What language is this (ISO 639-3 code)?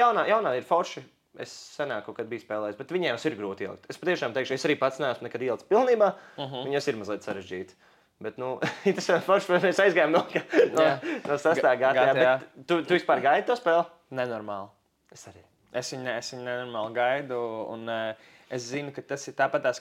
lav